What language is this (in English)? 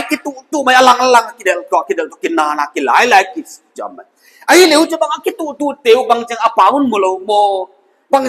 Paite Chin